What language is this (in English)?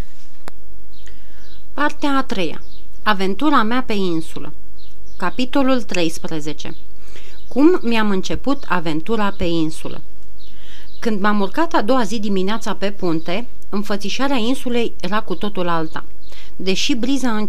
Romanian